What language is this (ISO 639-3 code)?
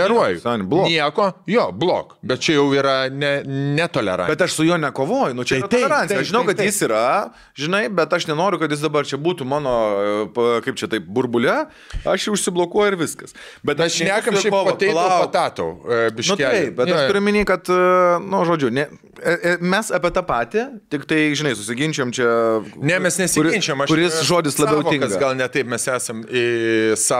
lit